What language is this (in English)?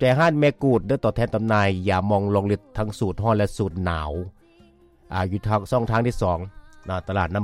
Lao